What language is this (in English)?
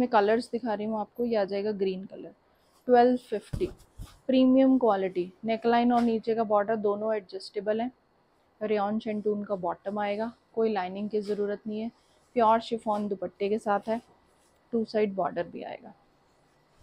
Hindi